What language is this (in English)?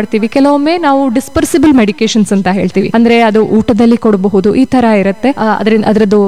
Kannada